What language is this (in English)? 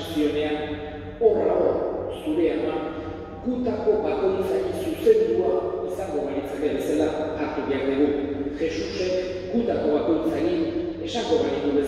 Basque